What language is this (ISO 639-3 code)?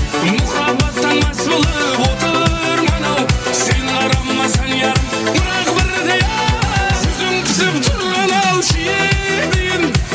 kaa